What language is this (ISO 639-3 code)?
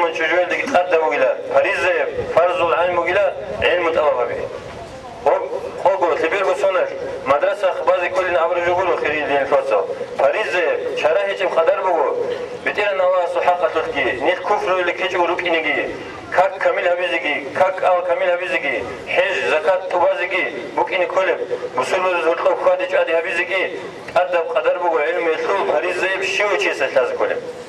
ava